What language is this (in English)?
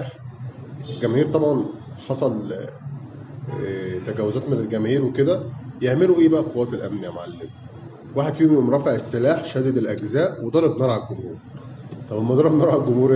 Egyptian Arabic